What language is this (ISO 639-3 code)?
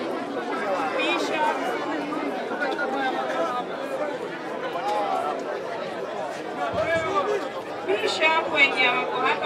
swa